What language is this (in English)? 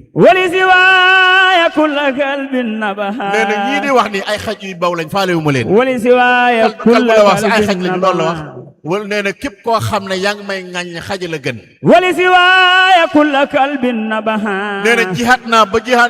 Wolof